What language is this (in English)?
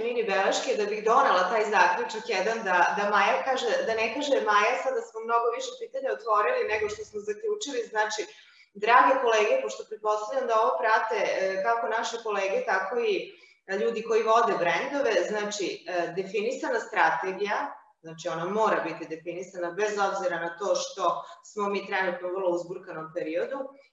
Serbian